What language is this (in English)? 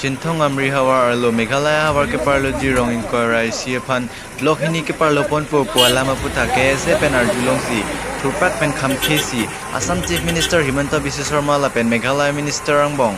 Karbi